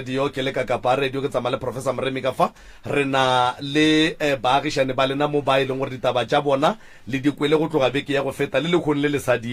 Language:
Northern Sotho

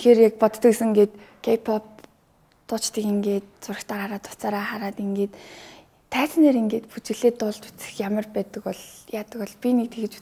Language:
Mongolian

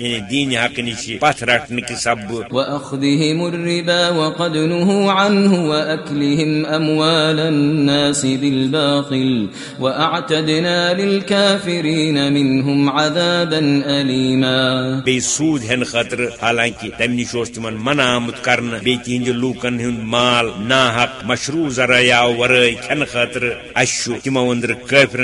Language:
Kashmiri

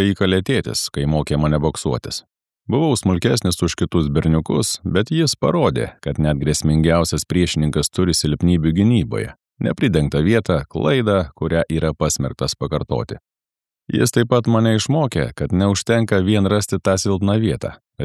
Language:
Lithuanian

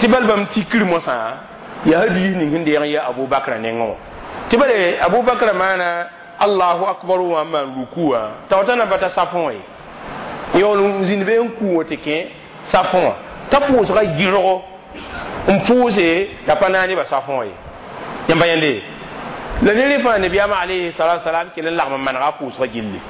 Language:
Mossi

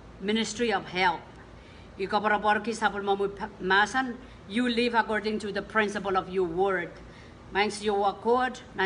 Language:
Pohnpeian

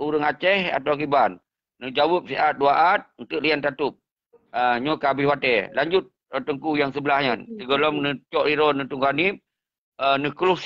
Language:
Achinese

